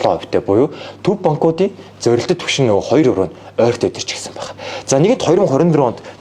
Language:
Mongolian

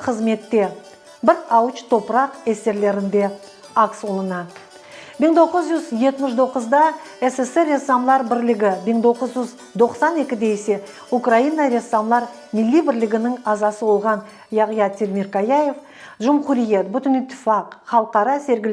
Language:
Crimean Tatar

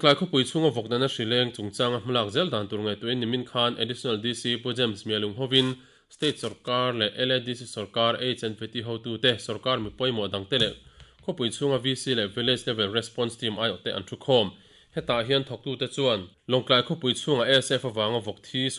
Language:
Mizo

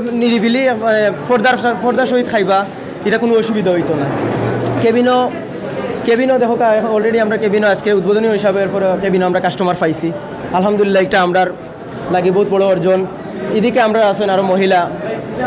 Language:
Sylheti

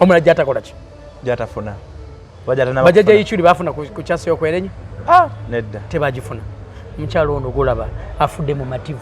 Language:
Ganda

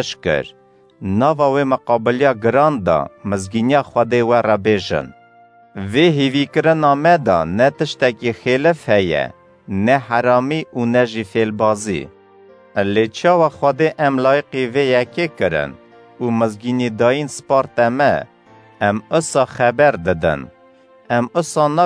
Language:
Kurdish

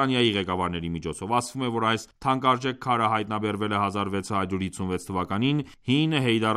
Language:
Armenian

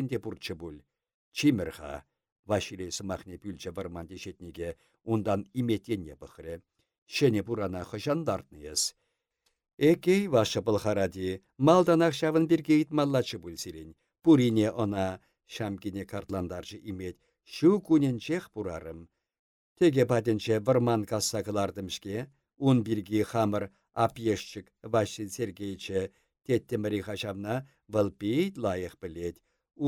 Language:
Chuvash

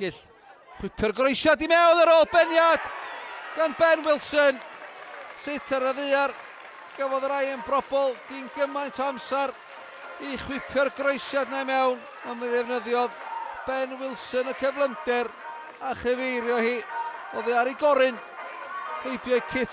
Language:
Welsh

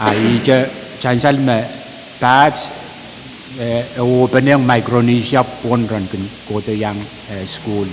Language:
Pohnpeian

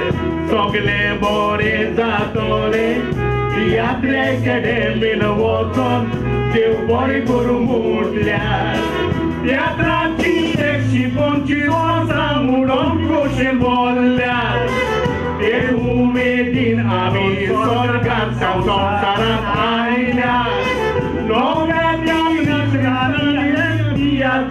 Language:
Konkani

